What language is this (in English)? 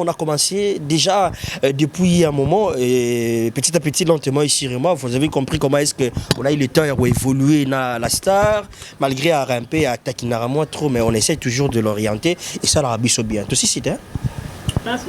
Lingala